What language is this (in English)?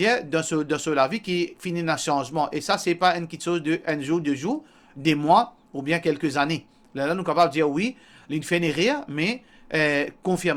Morisyen